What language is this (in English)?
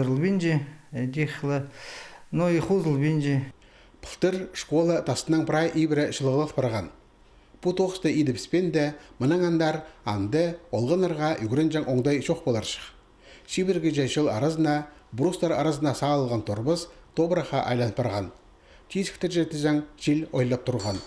Khakas